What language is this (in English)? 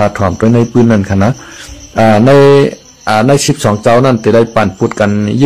Shan